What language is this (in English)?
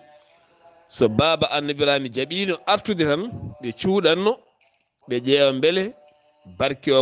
Fula